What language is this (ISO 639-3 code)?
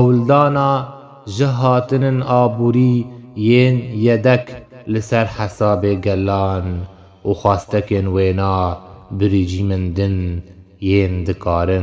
kur